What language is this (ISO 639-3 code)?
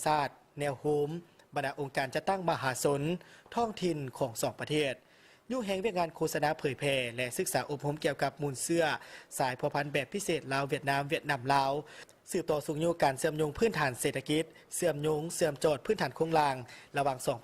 lao